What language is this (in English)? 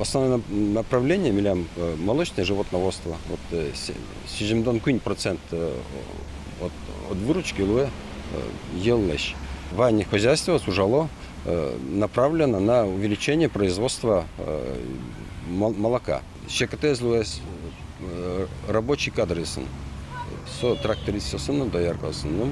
Udmurt